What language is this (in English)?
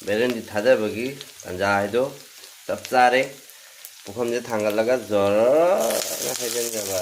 Manipuri